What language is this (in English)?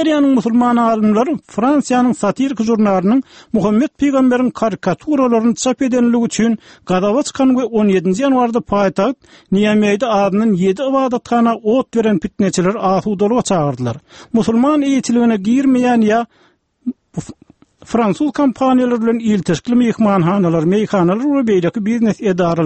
Turkmen